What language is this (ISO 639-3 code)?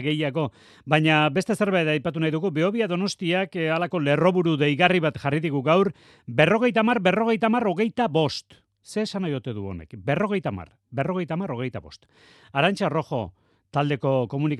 eus